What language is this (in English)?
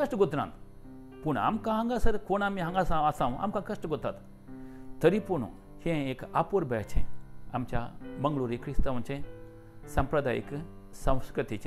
Konkani